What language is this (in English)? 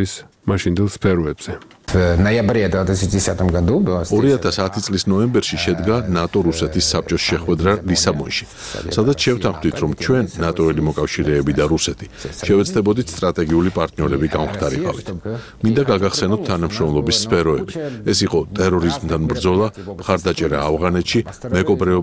Georgian